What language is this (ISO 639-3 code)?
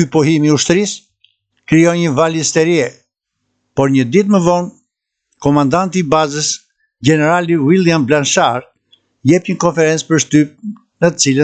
sqi